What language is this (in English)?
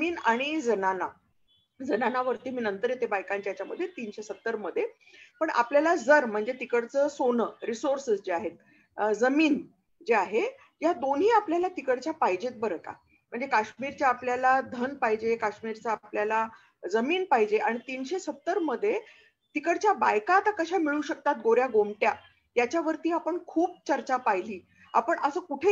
Marathi